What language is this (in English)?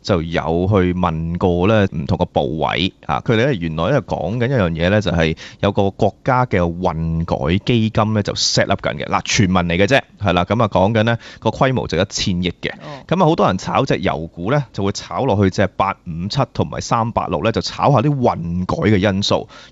Cantonese